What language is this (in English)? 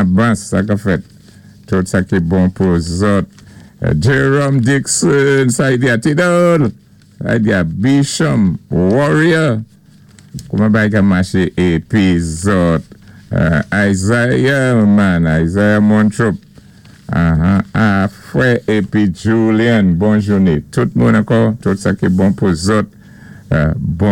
Saint Lucian Creole French